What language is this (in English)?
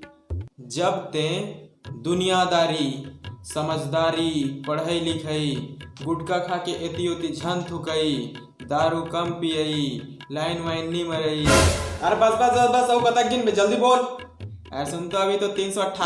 Chhattisgarhi